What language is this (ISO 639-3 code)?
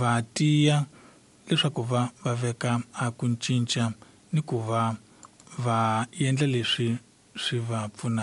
tso